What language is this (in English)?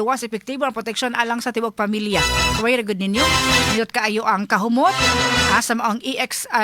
Cebuano